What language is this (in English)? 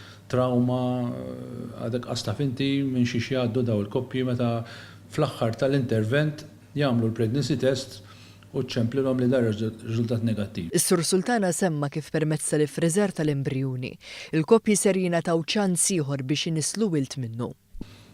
Maltese